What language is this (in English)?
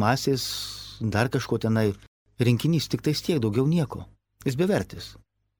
Lithuanian